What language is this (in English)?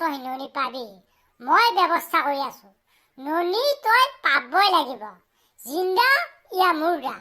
Assamese